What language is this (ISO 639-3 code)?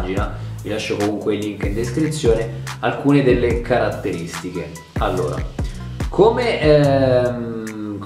ita